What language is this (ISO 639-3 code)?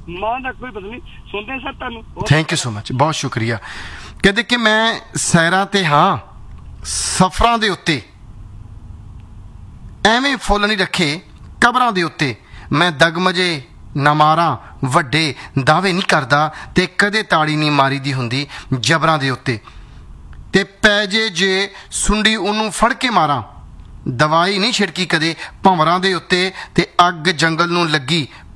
pan